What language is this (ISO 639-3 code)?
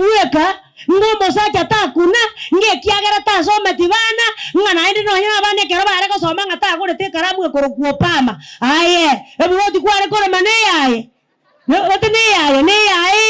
guz